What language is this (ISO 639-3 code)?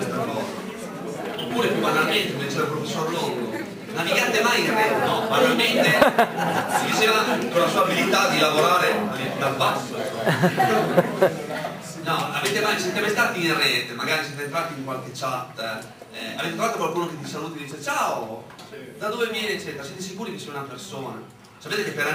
ita